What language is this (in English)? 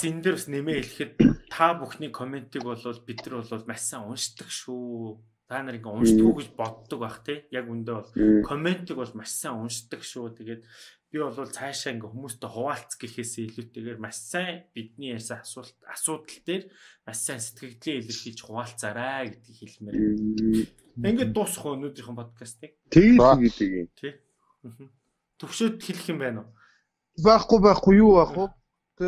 Mongolian